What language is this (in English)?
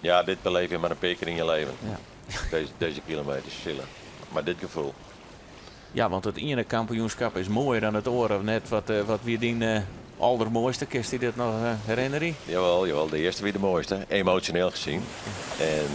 Western Frisian